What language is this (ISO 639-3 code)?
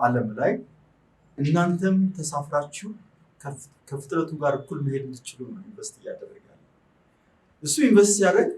amh